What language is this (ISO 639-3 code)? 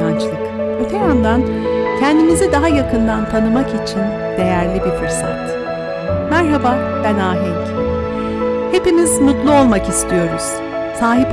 tur